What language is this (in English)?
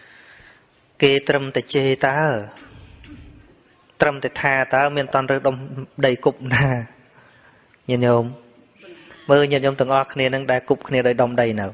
Khmer